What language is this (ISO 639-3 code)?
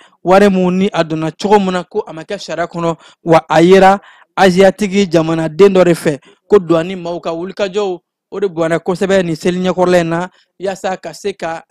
bam